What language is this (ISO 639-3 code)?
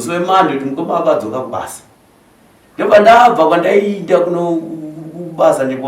sna